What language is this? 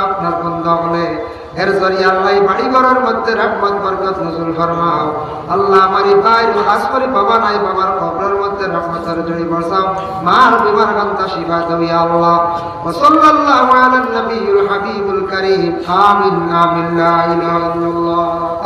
Sylheti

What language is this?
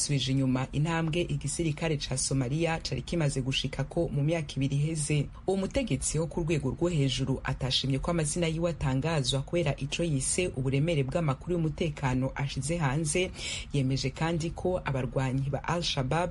Rundi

